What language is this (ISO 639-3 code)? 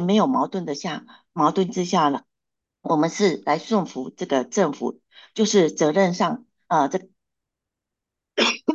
zho